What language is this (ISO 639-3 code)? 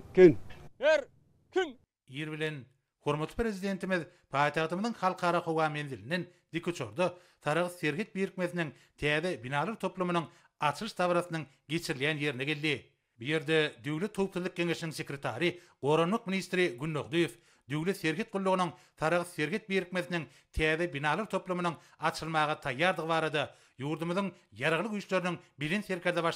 tuk